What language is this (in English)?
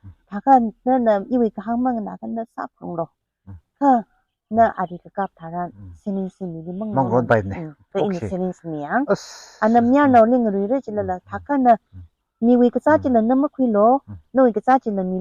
Tangkhul Naga (India)